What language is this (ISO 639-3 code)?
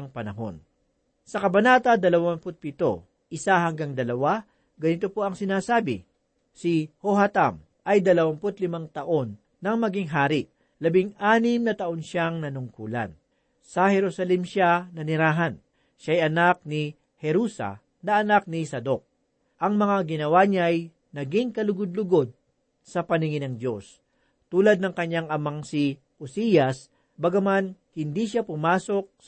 fil